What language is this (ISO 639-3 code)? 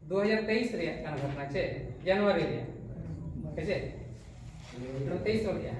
sat